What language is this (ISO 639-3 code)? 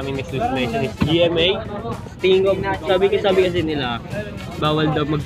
fil